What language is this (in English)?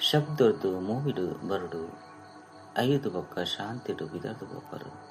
Tulu